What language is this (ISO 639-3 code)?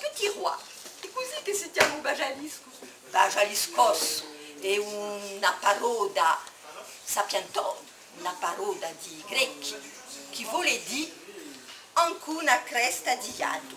cos